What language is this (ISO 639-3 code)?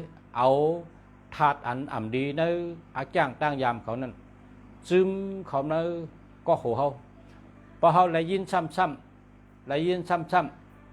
shn